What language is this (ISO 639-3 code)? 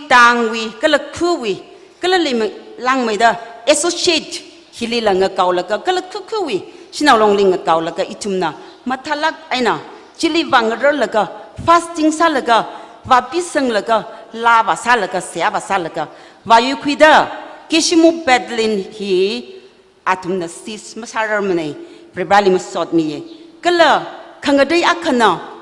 nmf